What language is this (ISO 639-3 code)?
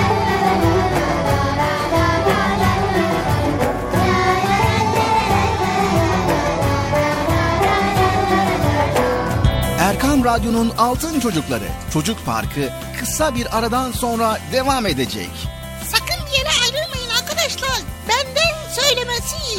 tur